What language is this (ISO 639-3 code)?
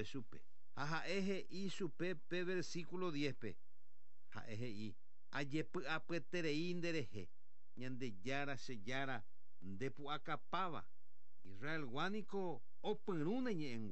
grn